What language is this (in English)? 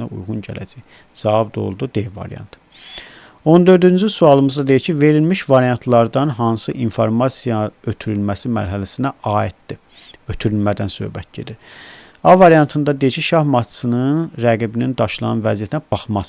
Azerbaijani